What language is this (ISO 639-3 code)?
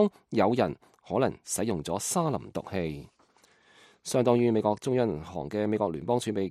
yue